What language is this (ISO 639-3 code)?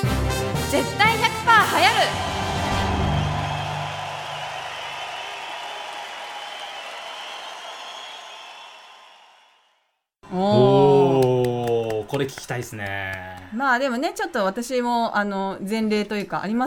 jpn